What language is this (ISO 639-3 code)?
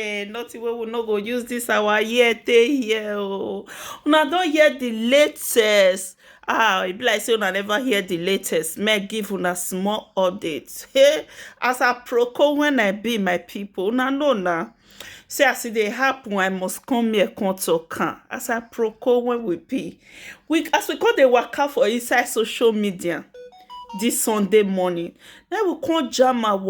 pcm